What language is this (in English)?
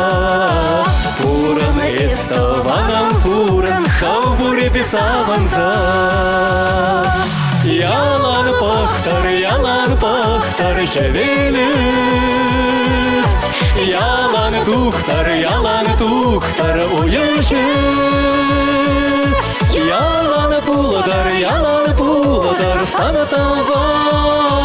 Chuvash